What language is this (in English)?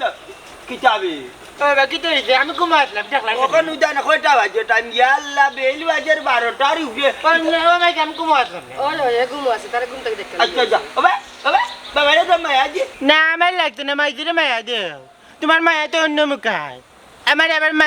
Sylheti